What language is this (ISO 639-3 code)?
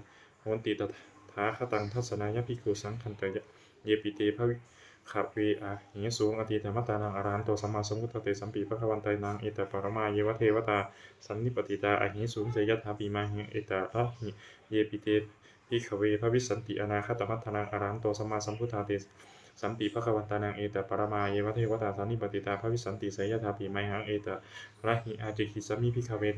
pli